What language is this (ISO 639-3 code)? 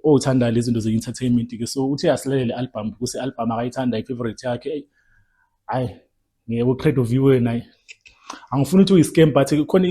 zul